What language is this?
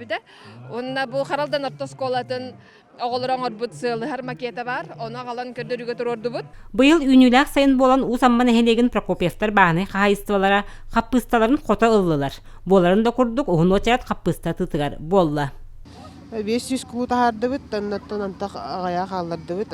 Yakut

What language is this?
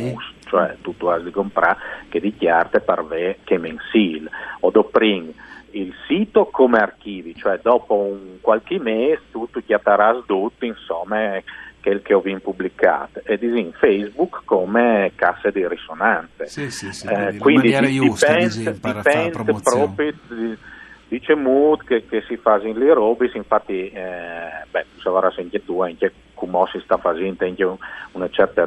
Friulian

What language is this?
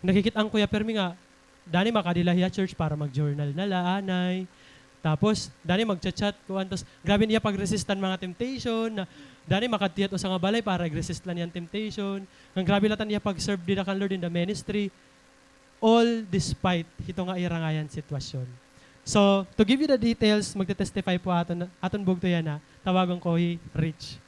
Waray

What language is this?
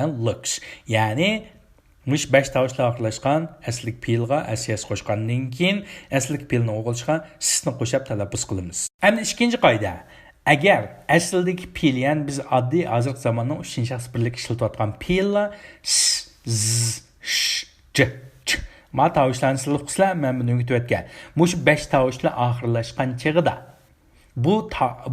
Uyghur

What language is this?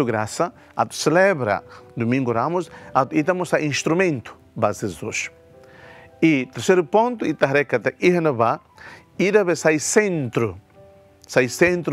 Tetum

